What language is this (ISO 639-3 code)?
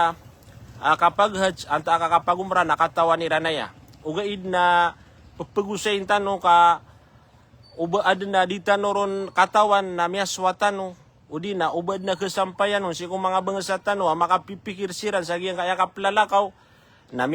mrw